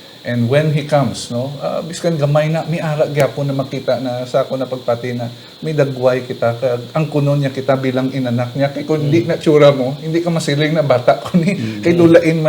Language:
Hiligaynon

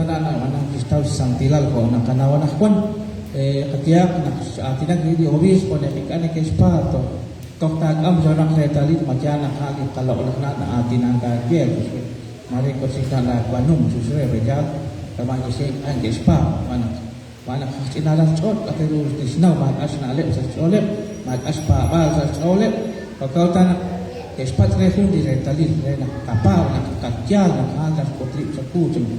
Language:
Kekchí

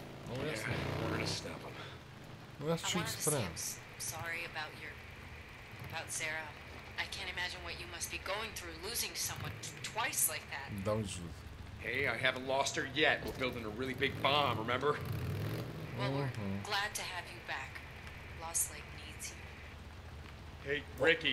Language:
Bulgarian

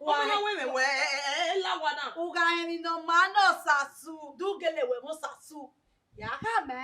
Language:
Bini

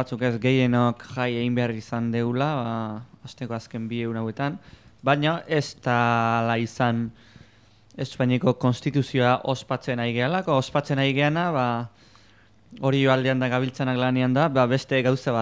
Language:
Basque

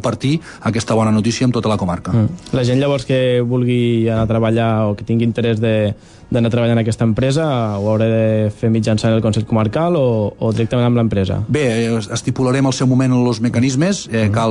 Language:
Catalan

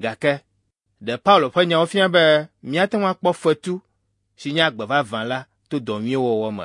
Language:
Ewe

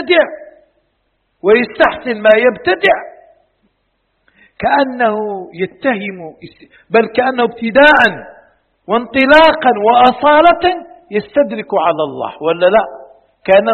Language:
Arabic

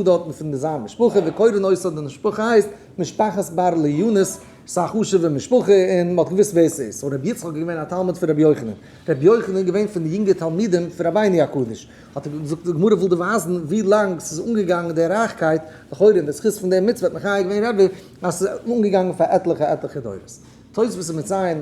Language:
Yiddish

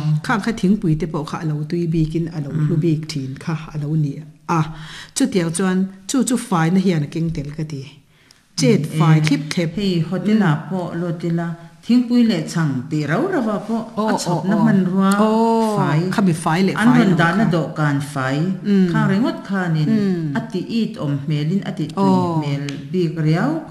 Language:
Mizo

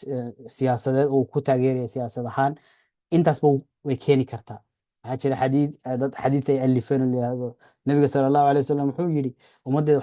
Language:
Somali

